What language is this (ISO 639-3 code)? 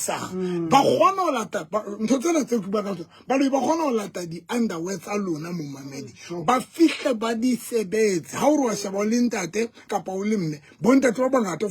sot